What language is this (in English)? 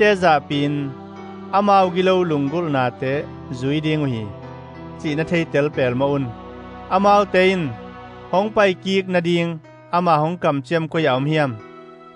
Tedim Chin